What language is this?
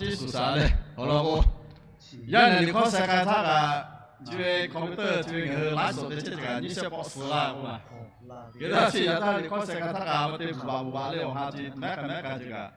Lahu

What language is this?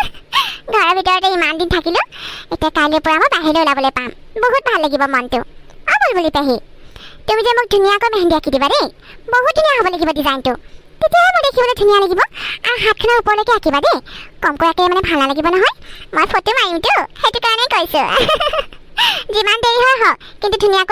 Assamese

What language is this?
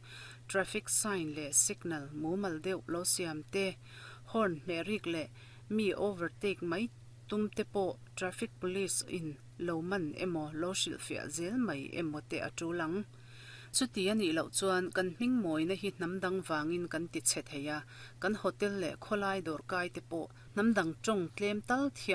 Mizo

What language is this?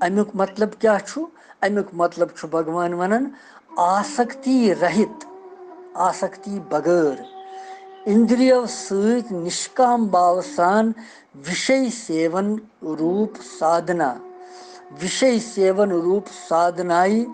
Kashmiri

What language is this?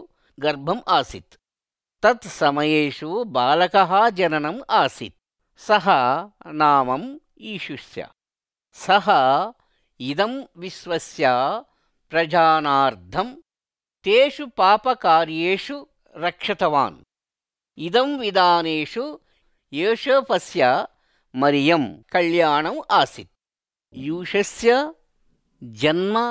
Sanskrit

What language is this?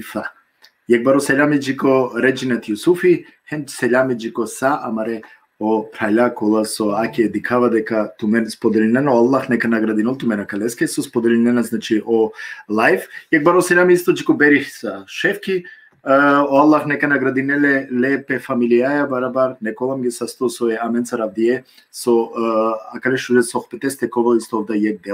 Balkan Romani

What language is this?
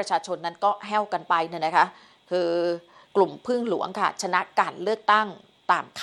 Thai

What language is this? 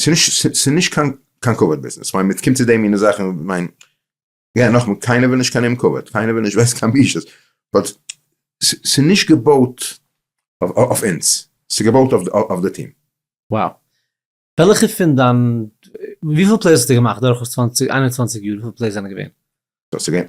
Yiddish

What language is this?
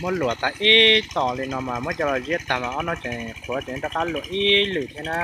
Hmong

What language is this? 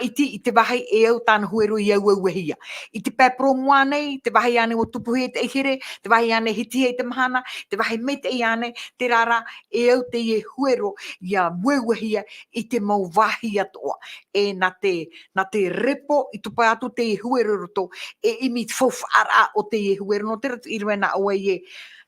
Tahitian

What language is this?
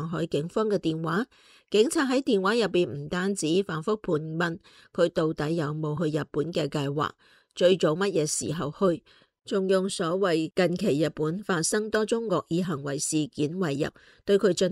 Cantonese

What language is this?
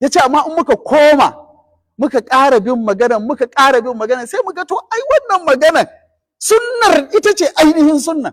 Hausa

